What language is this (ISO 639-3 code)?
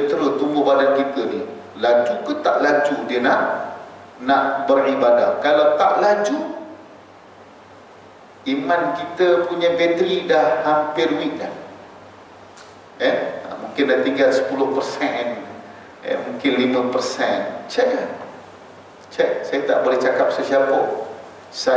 msa